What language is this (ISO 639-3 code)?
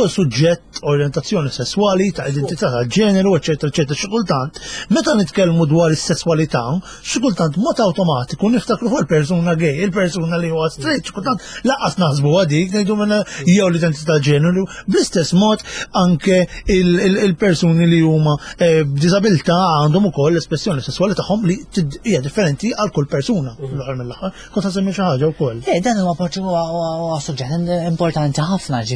mlt